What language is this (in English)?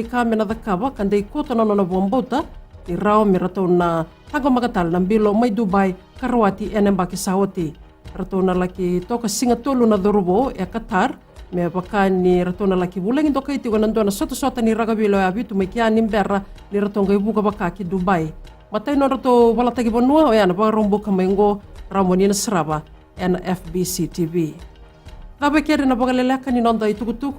Fijian